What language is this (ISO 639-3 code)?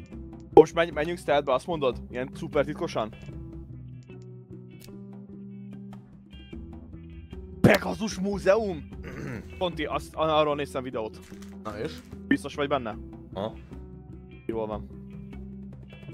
hun